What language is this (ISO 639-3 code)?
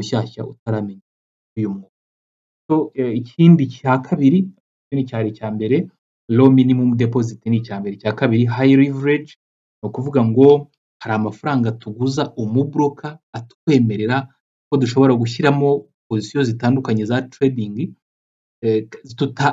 kin